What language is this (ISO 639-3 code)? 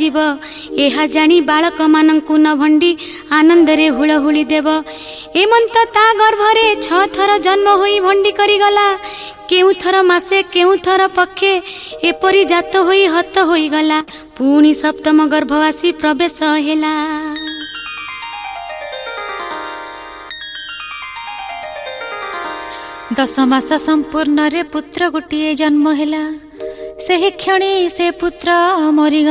ori